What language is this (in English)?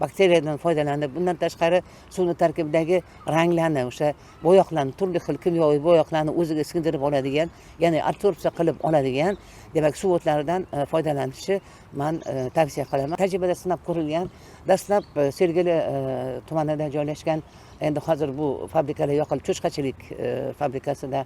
Uzbek